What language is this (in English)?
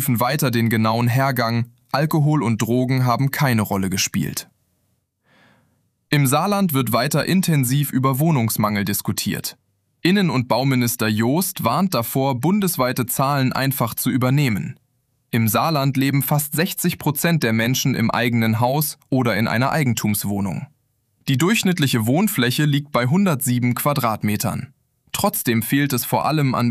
German